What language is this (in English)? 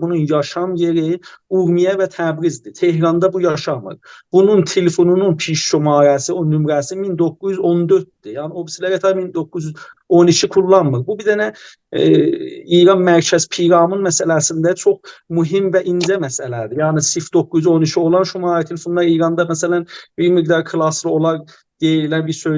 South Azerbaijani